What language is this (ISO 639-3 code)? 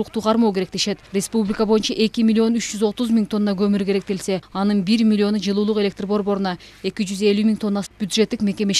kir